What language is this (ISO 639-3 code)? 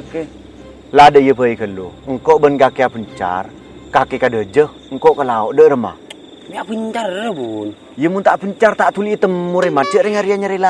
mad